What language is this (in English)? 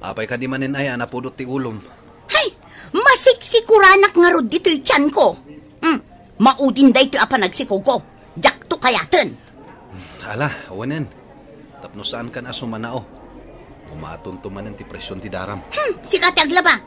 Iloko